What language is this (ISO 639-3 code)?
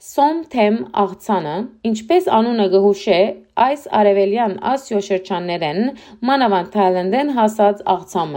hyw